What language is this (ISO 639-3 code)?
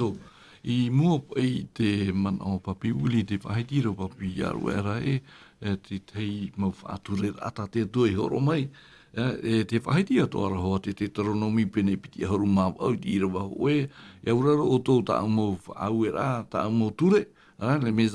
tah